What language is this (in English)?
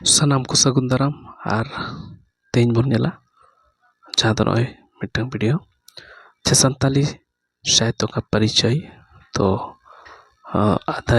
Santali